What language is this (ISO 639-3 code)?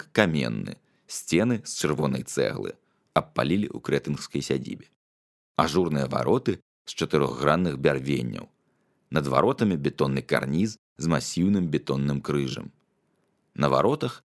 bel